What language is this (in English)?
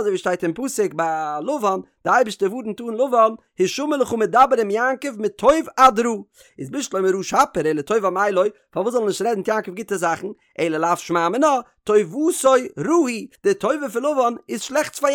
Yiddish